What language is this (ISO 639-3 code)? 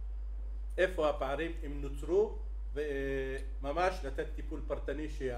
heb